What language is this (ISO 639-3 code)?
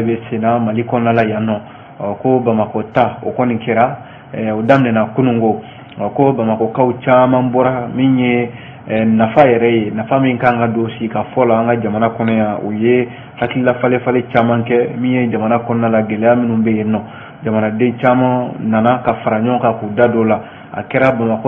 bam